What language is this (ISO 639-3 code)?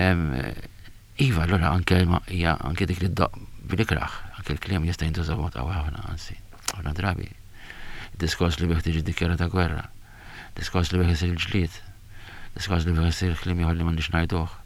mlt